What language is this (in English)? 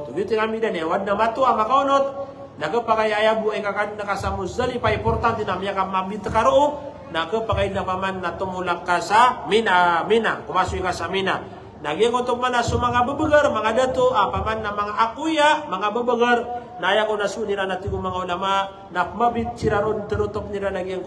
Maranao